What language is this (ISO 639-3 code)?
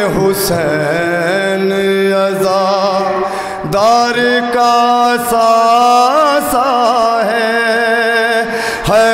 urd